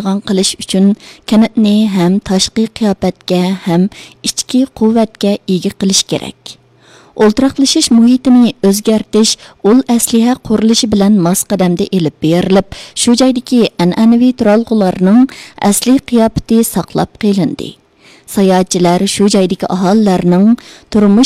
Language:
Uyghur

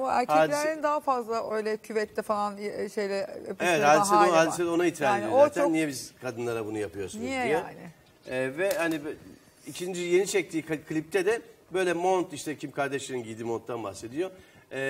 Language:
Turkish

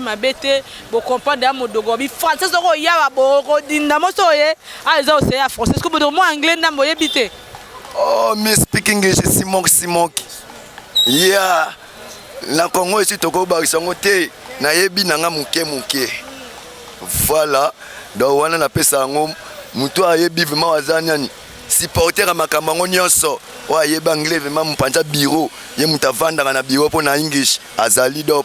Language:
Lingala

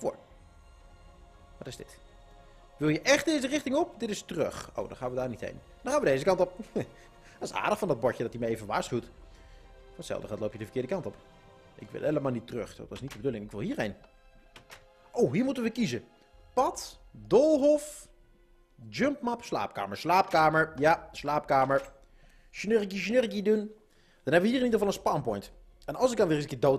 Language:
Dutch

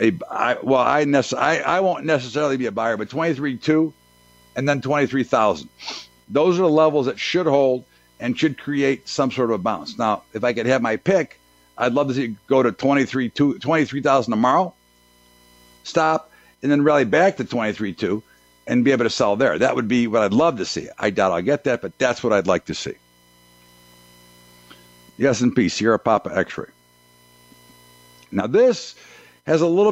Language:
English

